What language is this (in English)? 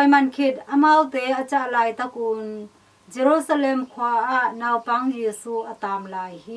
Tedim Chin